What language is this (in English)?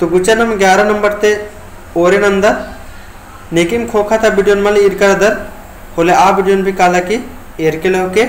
Kurukh